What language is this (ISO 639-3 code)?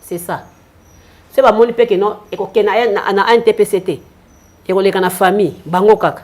lin